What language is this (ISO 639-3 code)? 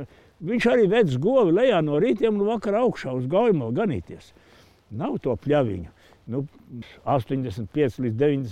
lav